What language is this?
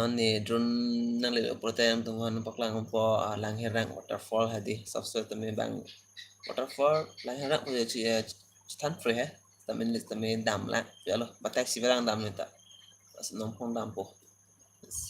Karbi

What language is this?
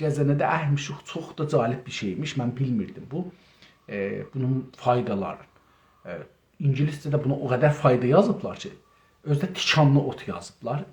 South Azerbaijani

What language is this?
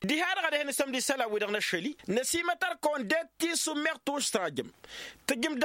Tamasheq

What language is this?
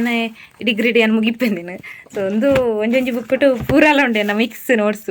Tulu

